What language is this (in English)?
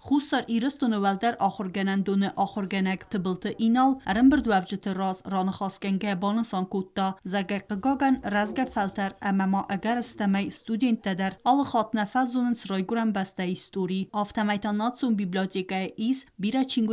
Ossetic